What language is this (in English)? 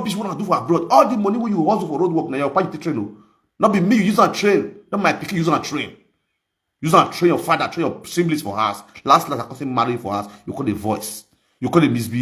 Nigerian Pidgin